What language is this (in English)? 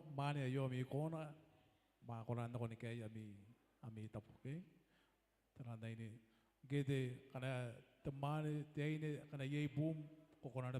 Gilbertese